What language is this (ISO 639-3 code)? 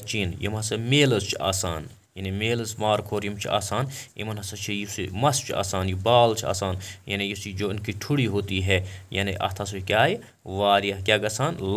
kas